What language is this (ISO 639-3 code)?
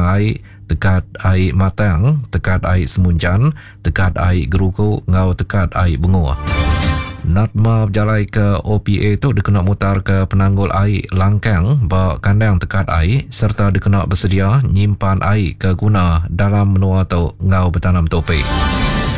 iba